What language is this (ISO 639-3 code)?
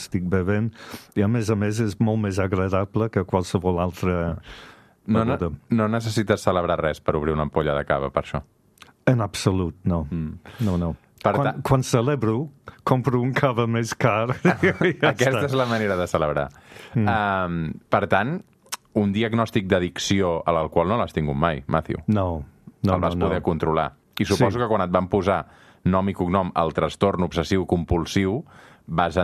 cat